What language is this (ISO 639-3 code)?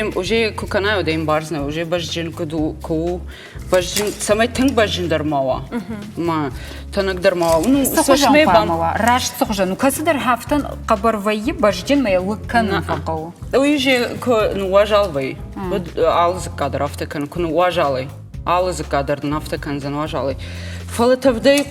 oss